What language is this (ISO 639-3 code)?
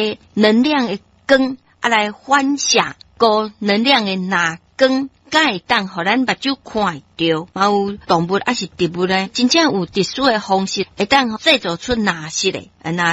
nan